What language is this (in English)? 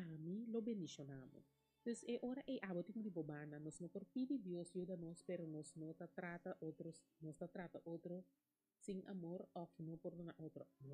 Papiamento